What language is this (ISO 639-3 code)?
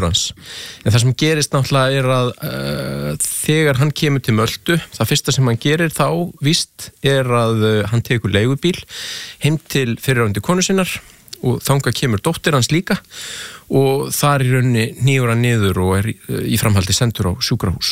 isl